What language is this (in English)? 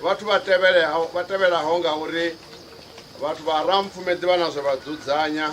Venda